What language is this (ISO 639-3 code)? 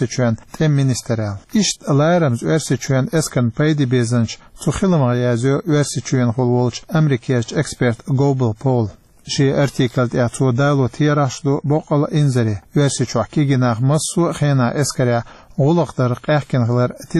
che